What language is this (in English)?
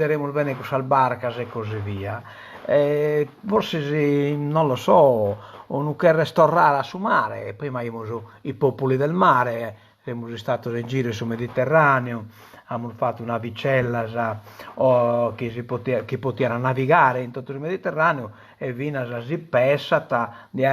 Sardinian